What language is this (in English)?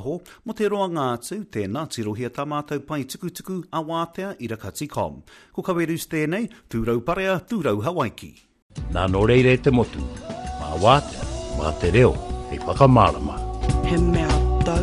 Māori